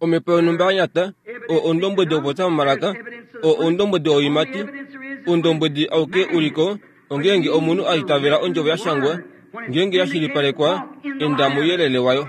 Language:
Kuanyama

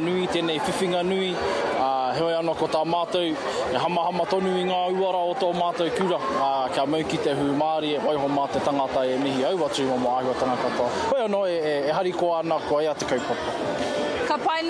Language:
Māori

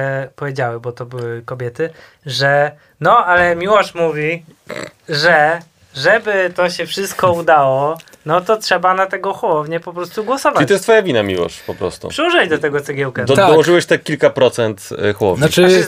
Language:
Polish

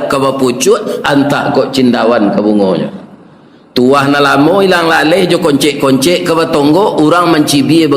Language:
Minangkabau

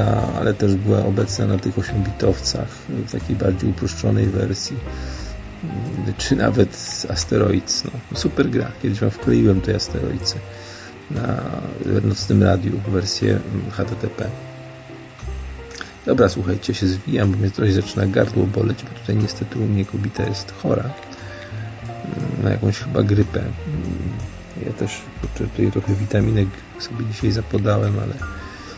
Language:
Polish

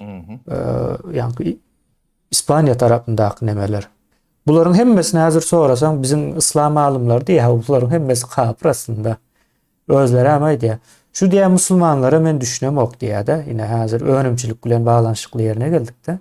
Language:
Turkmen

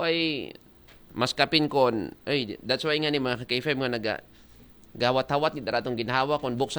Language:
Aklanon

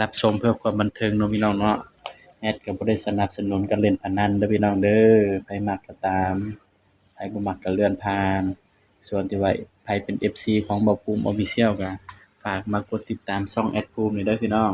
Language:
Lao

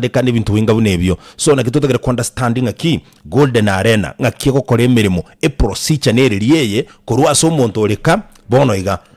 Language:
Gusii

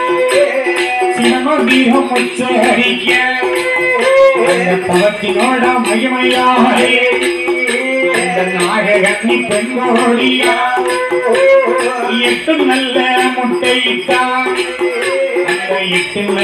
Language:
Tamil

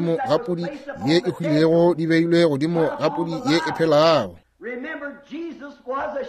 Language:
Northern Sotho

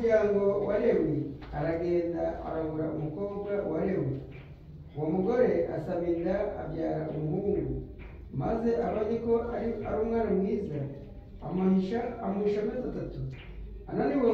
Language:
Kinyarwanda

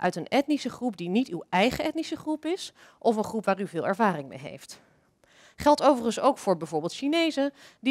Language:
Dutch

